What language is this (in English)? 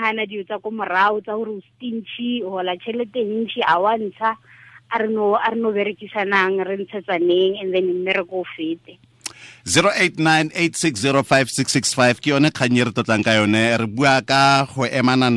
Tswana